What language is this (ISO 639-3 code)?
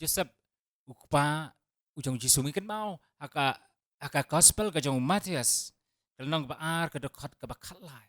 kha